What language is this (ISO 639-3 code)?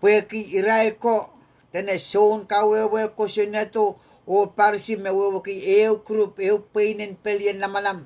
pon